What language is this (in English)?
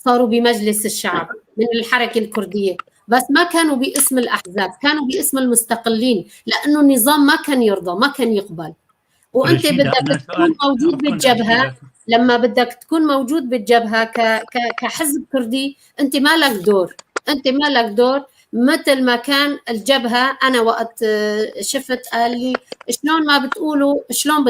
North Levantine Arabic